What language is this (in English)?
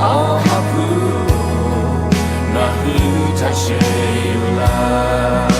Lahu